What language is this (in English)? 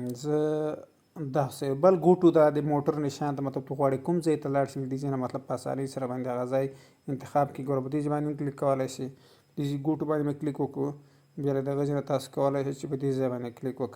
Pashto